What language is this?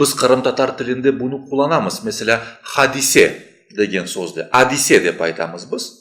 Crimean Tatar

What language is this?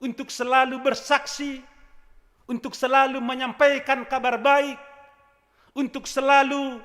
Batak Simalungun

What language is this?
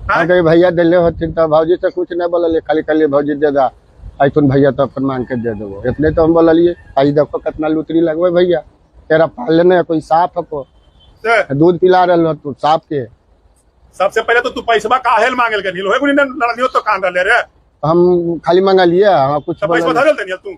Magahi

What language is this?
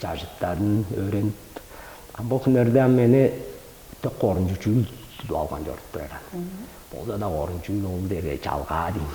Tuvinian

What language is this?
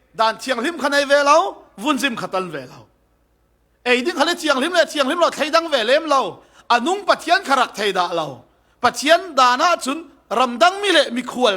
Falam Chin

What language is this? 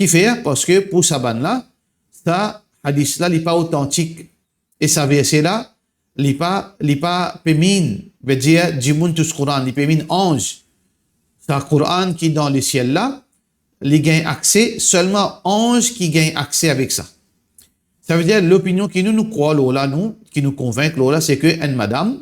Morisyen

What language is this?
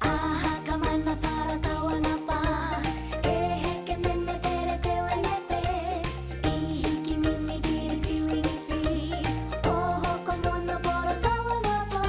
Māori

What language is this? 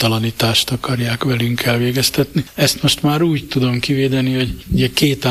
Hungarian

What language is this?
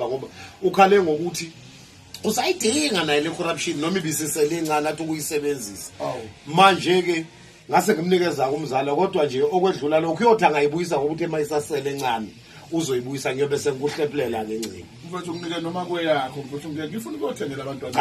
Zulu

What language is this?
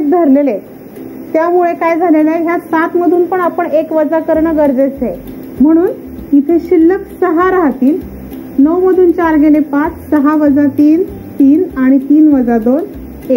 Marathi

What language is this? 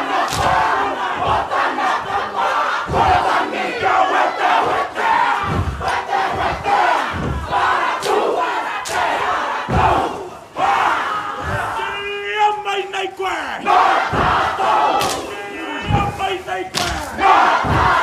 Māori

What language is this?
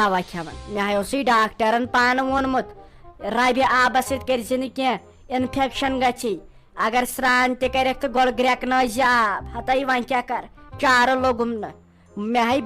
Kashmiri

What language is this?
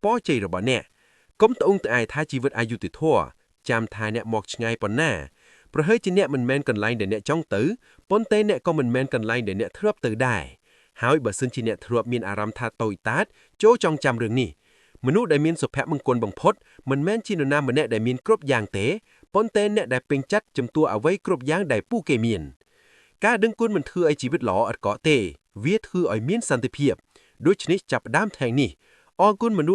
Khmer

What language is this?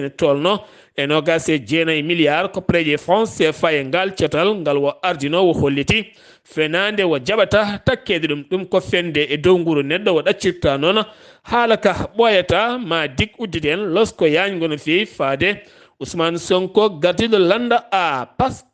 Fula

